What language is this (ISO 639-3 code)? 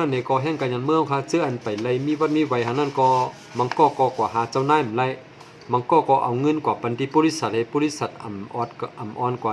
shn